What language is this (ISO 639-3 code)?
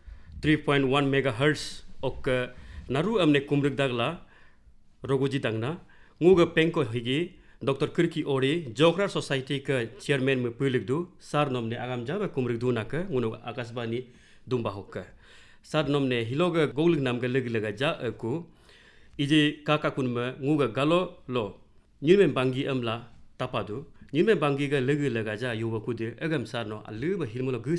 adl